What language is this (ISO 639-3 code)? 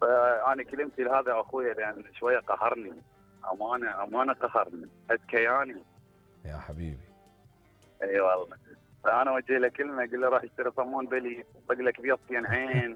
acm